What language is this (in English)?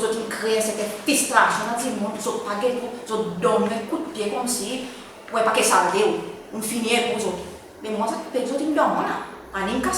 Seselwa Creole French